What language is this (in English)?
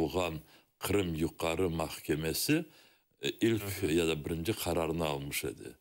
Crimean Tatar